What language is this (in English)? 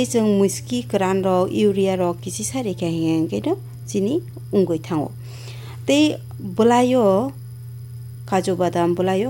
Kok Borok